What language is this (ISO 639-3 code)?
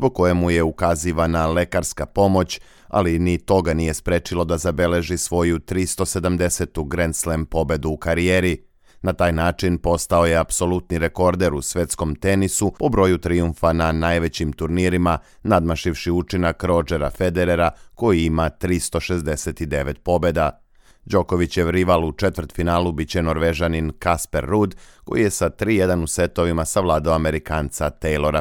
srp